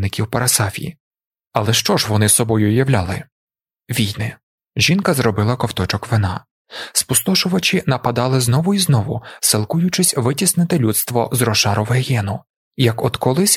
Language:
Ukrainian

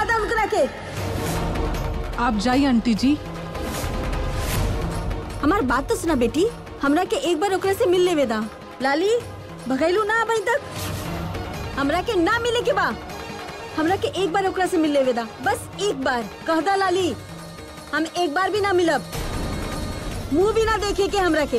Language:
Bhojpuri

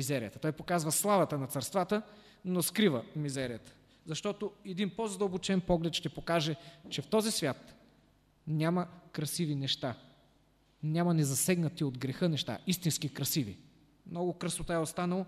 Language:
Bulgarian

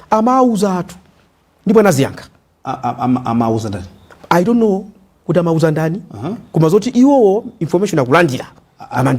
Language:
Nyanja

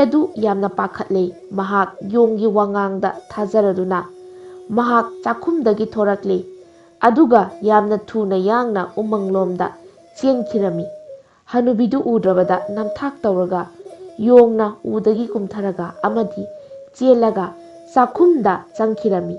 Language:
Manipuri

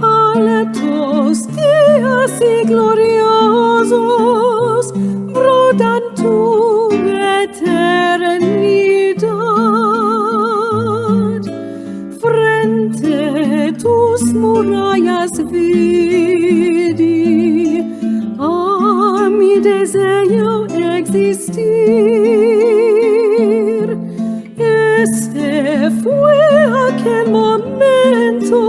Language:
Ladino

